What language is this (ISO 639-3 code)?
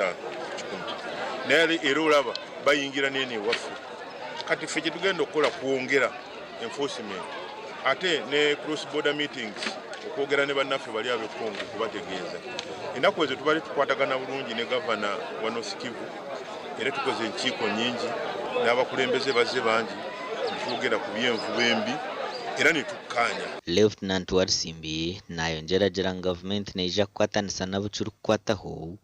nyn